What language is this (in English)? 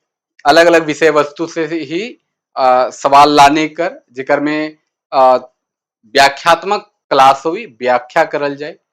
Sadri